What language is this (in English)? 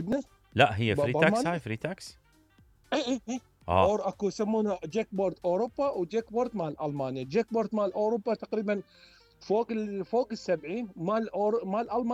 Mesopotamian Arabic